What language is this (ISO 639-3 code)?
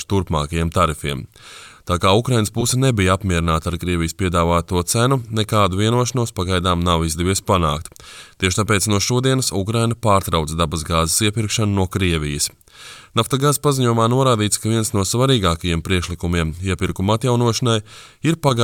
lav